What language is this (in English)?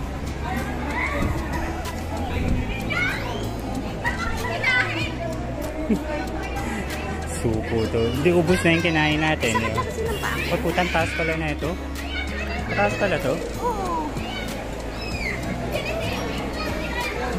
Filipino